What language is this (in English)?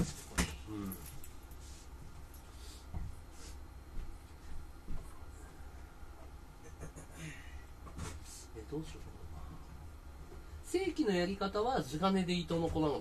Japanese